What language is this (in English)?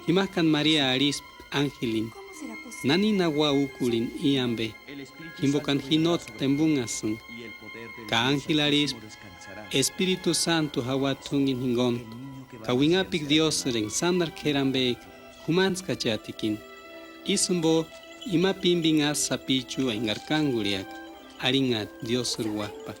Purepecha